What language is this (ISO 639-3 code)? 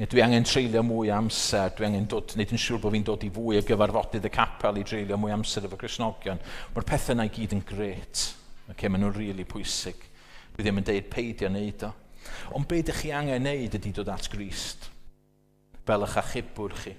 cym